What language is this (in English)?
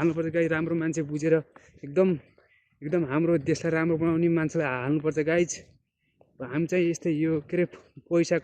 Nepali